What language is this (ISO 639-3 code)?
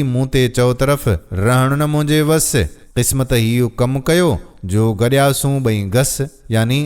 snd